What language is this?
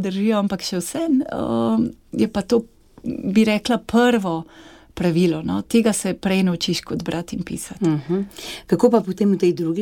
Slovenian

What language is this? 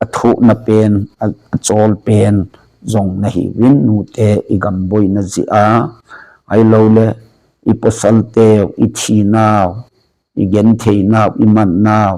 Thado Chin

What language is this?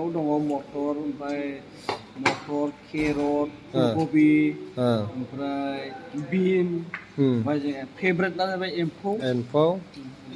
Bodo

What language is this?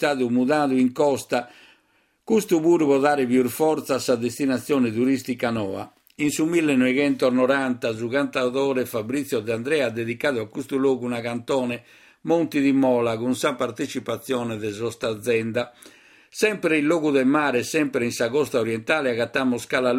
Sardinian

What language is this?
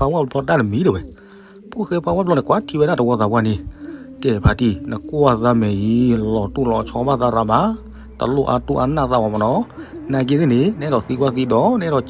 S'gaw Karen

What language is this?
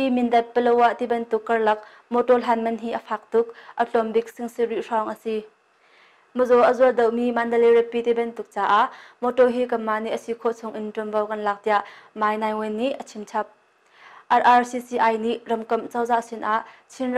Hakha Chin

